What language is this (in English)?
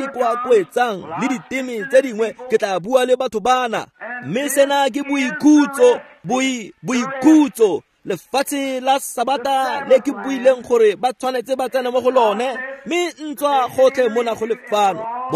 Tswana